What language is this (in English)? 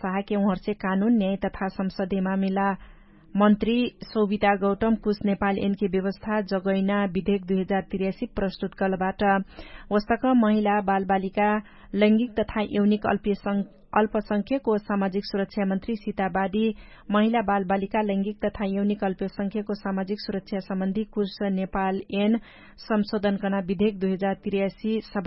Dangaura Tharu